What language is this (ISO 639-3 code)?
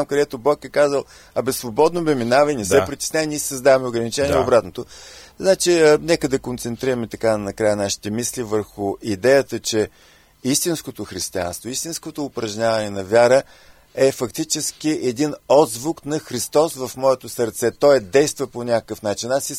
bul